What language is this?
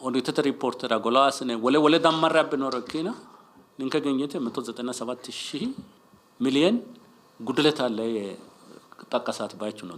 Sidamo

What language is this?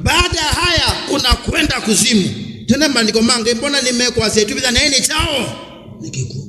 Kamba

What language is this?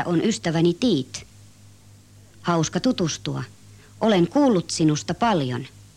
Finnish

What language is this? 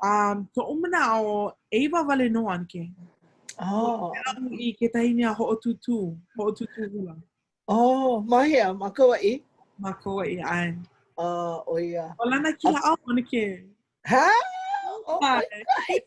Hawaiian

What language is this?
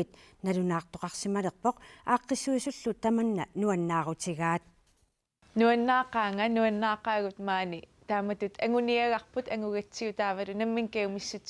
Kalaallisut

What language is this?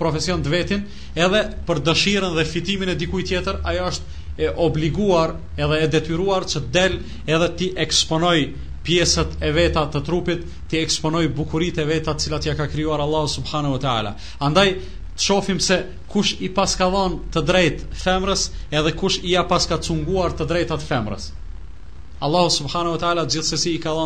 Albanian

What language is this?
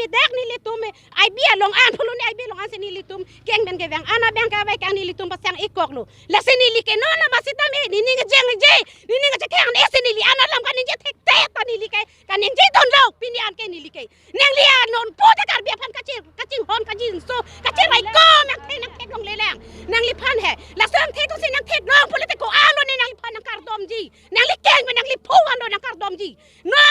Karbi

